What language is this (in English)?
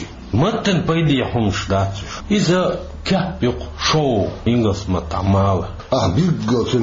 Chechen